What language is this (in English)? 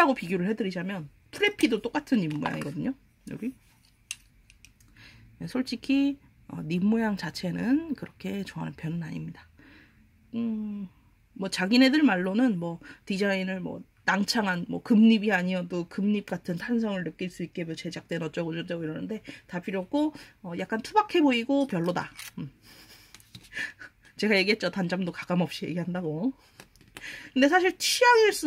Korean